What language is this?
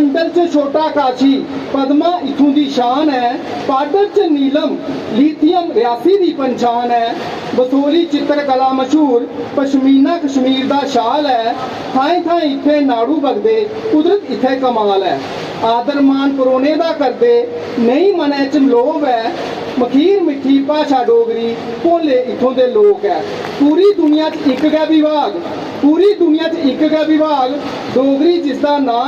Dogri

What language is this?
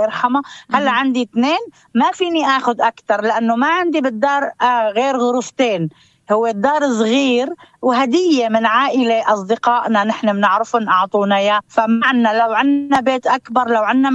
North Levantine Arabic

